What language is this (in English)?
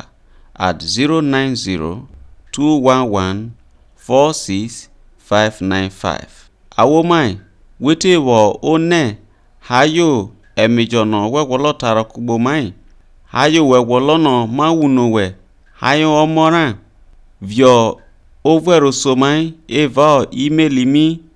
Isoko